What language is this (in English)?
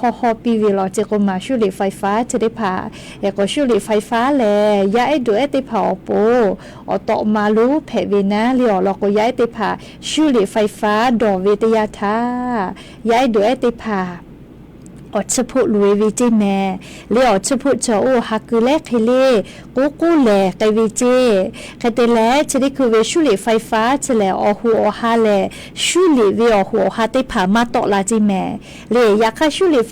Lahu